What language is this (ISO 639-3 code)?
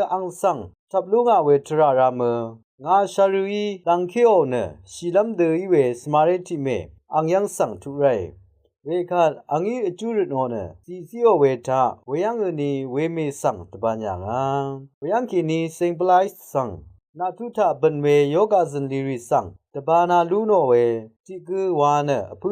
raw